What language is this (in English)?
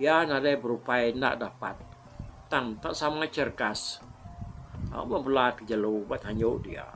Iban